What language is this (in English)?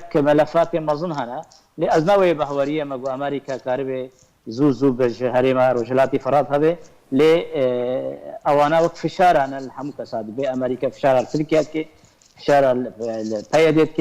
Kurdish